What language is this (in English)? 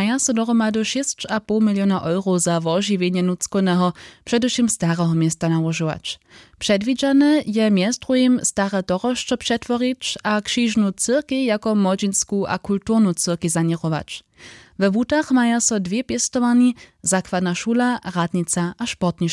Upper Sorbian